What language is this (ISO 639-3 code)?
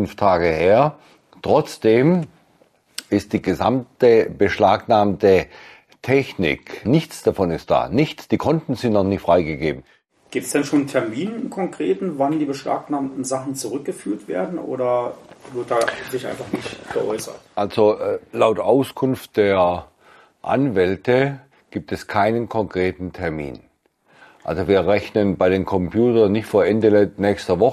deu